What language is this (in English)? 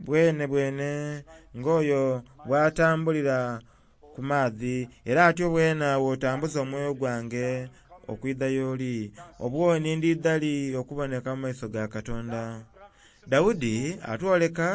Soga